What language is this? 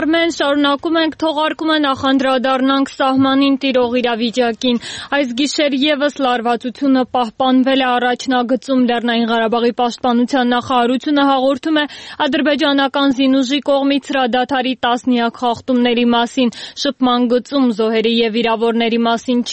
Armenian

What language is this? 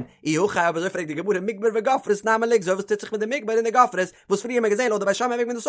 Yiddish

